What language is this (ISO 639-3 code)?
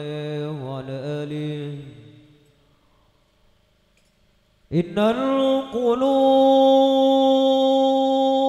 ara